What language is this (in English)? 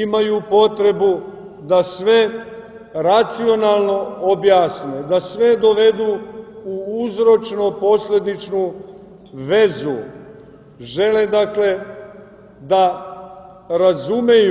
Serbian